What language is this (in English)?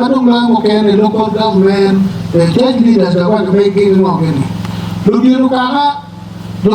Acoli